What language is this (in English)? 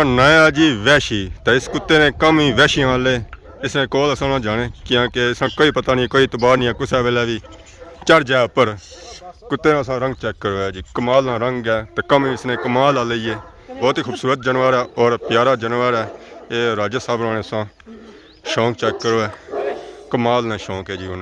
Pahari-Potwari